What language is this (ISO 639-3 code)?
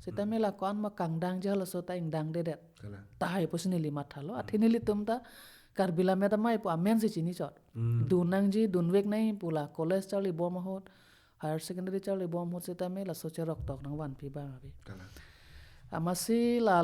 mjw